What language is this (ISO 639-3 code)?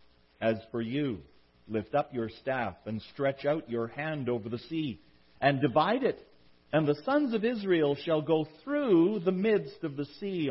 eng